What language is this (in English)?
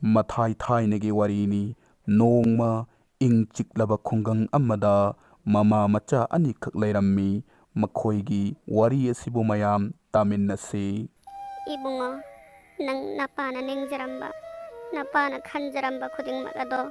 Manipuri